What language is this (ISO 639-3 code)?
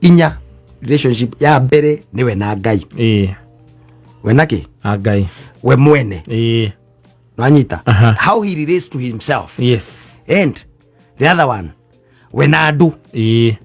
kik